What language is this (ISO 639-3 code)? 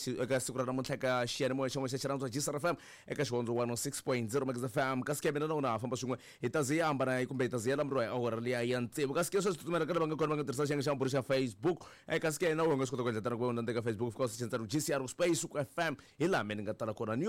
tso